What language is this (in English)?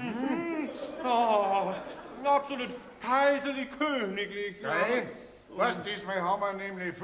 Bavarian